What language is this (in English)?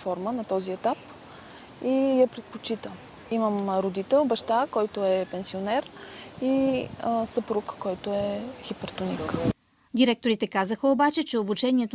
Bulgarian